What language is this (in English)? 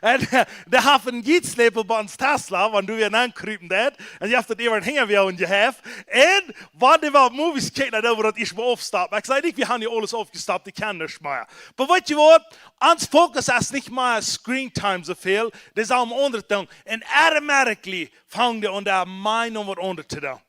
Plautdietsch